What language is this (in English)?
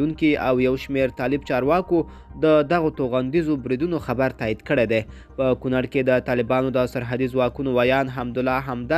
Pashto